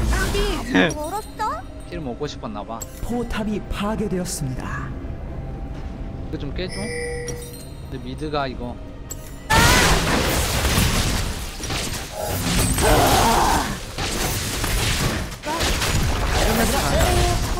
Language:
Korean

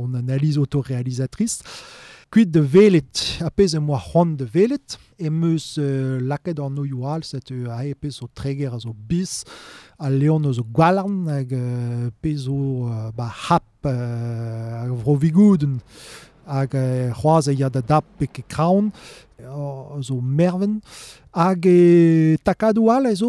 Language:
Breton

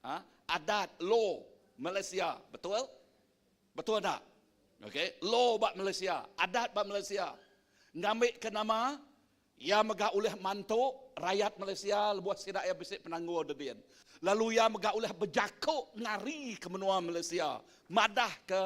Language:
Iban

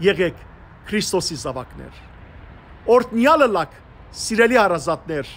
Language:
Western Armenian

